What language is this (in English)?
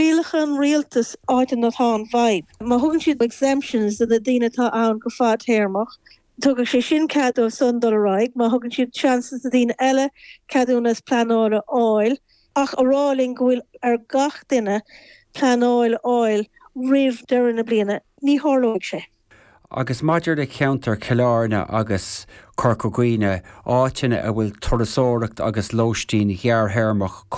Irish